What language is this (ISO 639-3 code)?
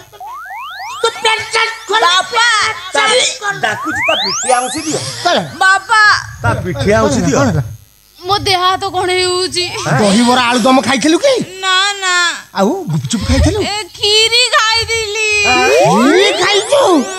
ori